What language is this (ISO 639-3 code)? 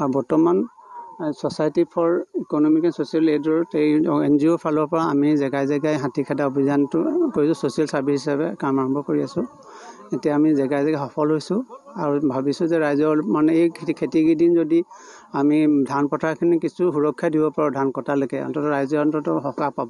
asm